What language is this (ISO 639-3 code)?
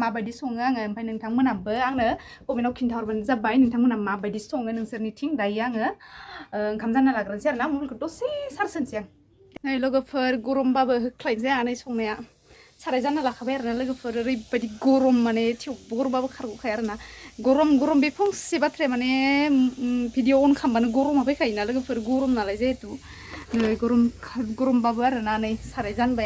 brx